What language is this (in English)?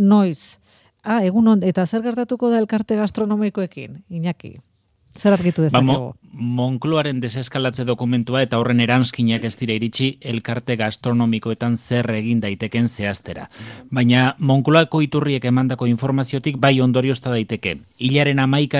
Basque